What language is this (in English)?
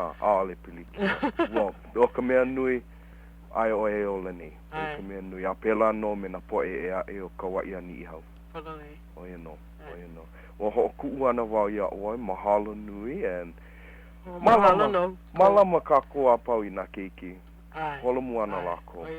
Hawaiian